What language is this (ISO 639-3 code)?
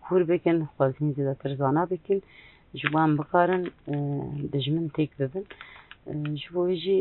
kur